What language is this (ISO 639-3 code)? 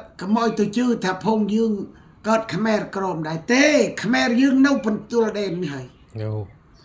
khm